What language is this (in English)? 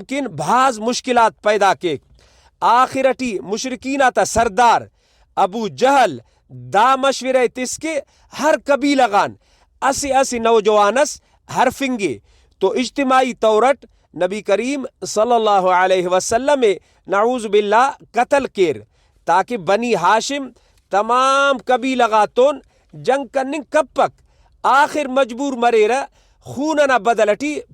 Brahui